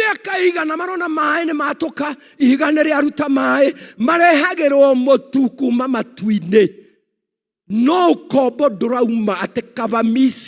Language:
Kikuyu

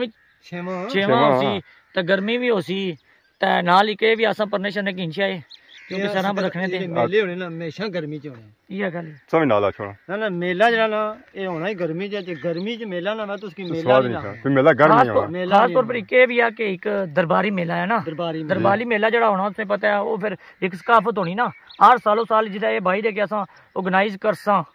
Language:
Pahari-Potwari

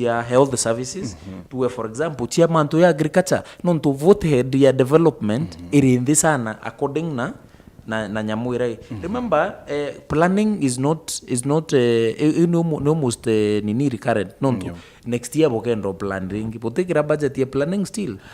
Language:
Meru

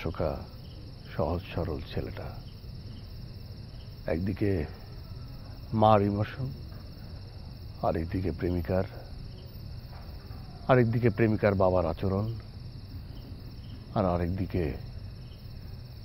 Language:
Bangla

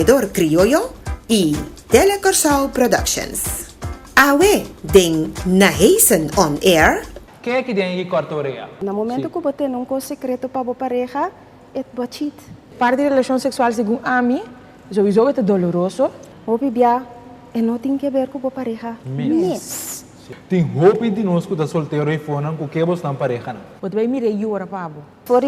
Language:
Papiamento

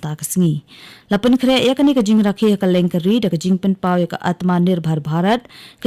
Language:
Khasi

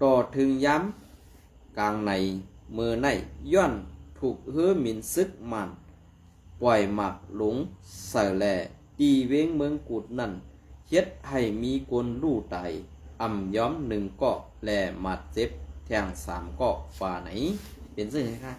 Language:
Shan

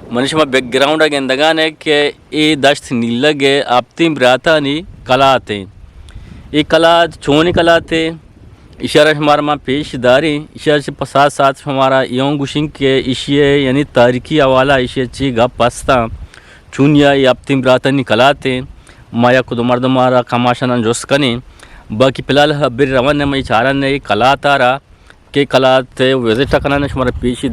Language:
Eastern Balochi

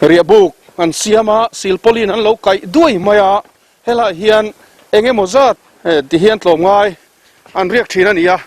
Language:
Mizo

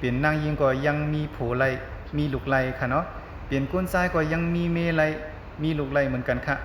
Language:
Shan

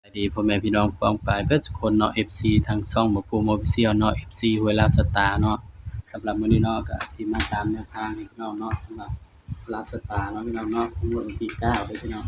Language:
Northeastern Thai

